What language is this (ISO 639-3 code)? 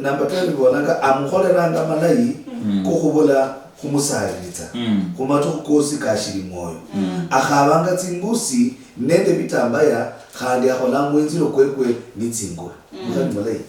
luy